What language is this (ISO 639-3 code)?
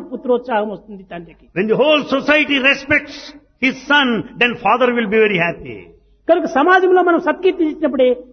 tel